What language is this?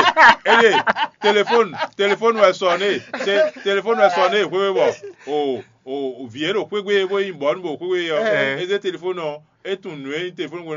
Fon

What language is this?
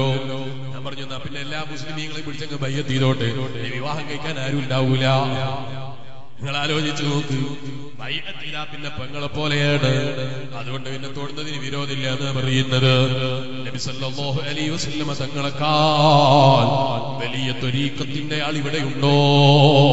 Malayalam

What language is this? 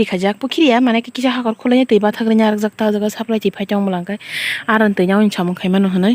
Kok Borok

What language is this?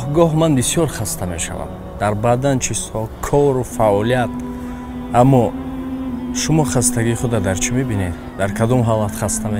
Tajik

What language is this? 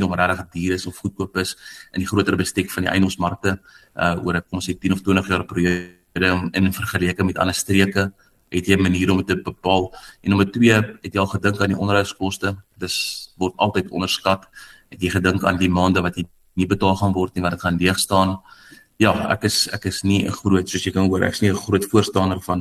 Afrikaans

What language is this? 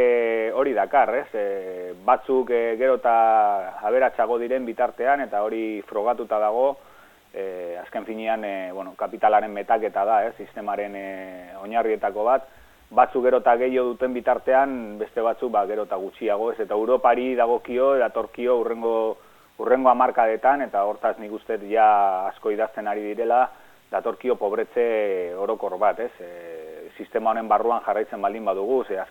Basque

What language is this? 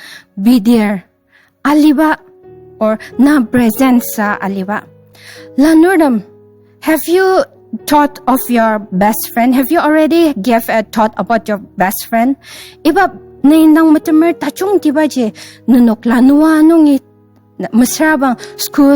Ao Naga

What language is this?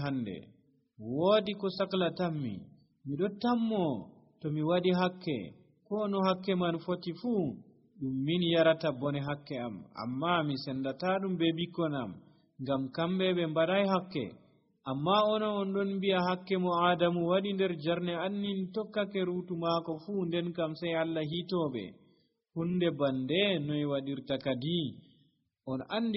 Nigerian Fulfulde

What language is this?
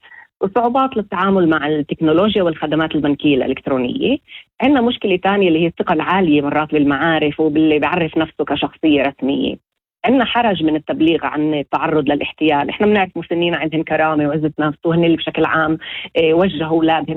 North Levantine Arabic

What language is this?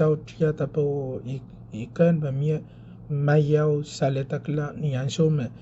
Pohnpeian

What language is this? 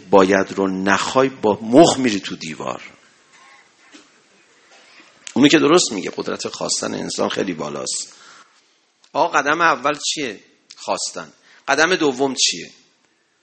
Persian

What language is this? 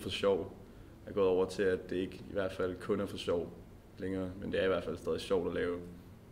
Danish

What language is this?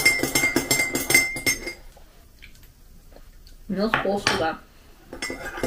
Russian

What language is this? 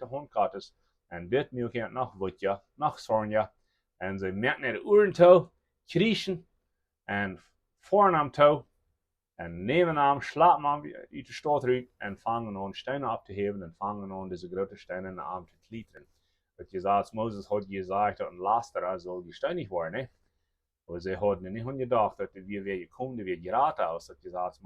Plautdietsch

